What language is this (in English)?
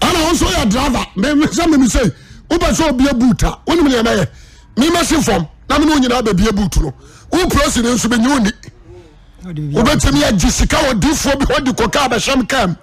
Akan